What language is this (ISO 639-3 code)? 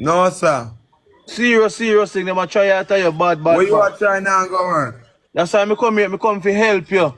jam